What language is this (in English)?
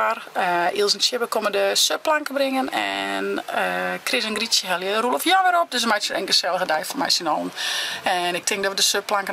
Western Frisian